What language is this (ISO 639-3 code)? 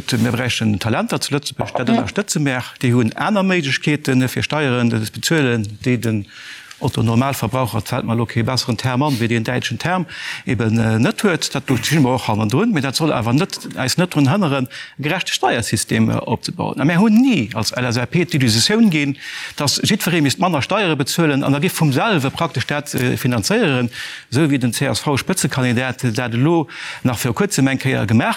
ltz